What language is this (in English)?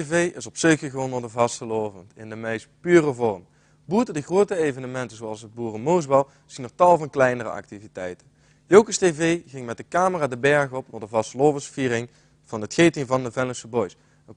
Limburgish